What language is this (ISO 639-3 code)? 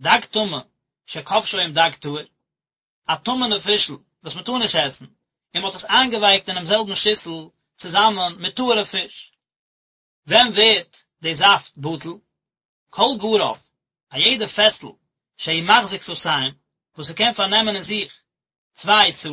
yid